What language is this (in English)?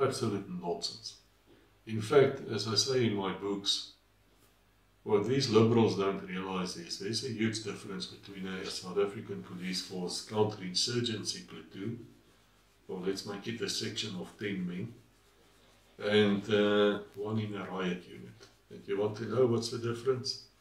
English